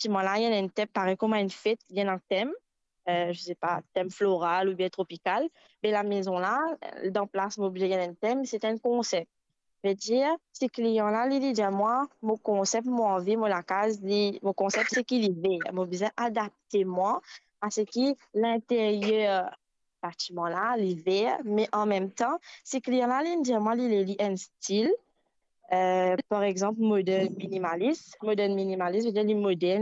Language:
Morisyen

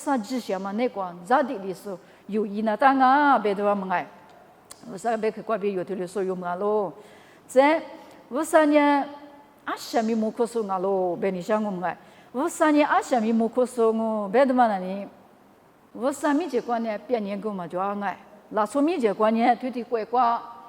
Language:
Lisu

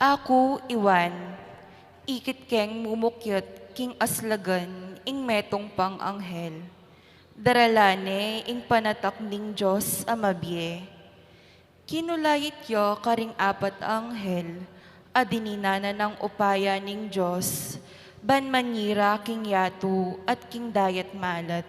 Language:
Pampanga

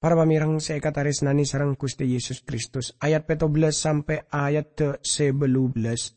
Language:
Madurese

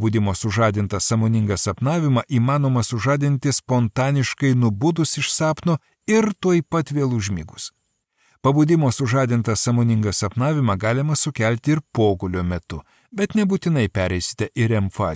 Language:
Lithuanian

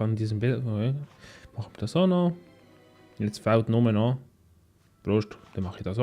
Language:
Swiss German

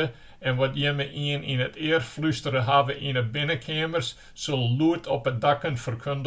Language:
Western Frisian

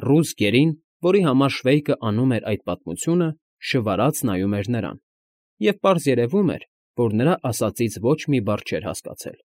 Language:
Armenian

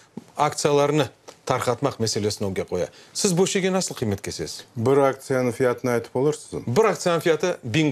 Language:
Crimean Tatar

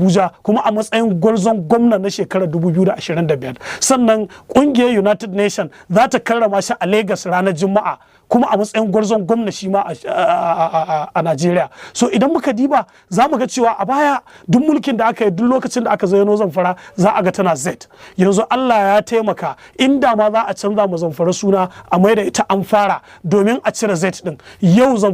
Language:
Hausa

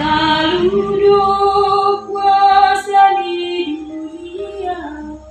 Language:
Batak Simalungun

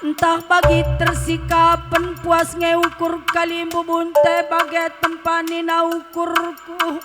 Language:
Batak Karo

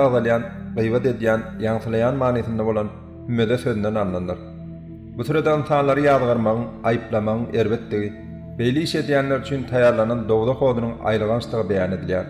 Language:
Turkmen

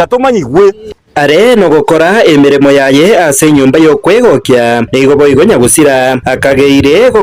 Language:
Gusii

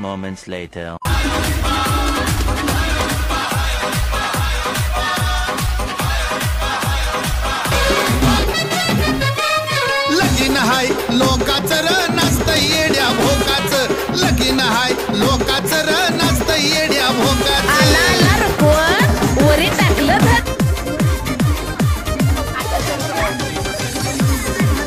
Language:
Marathi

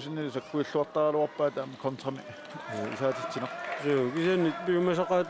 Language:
Kalaallisut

